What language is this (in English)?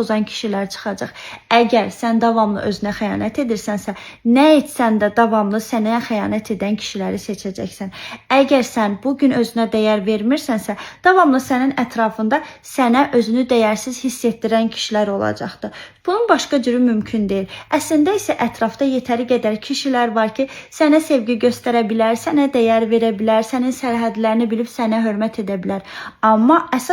Azerbaijani